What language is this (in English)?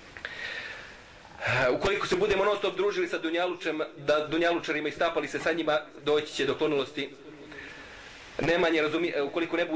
Bosnian